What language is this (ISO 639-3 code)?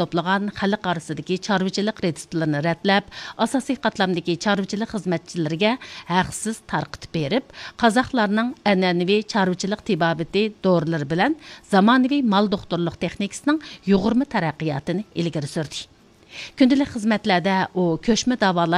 uig